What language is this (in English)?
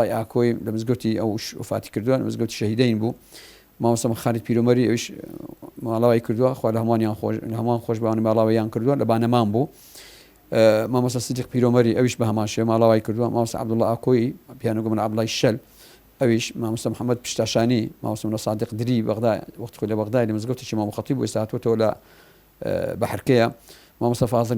Central Kurdish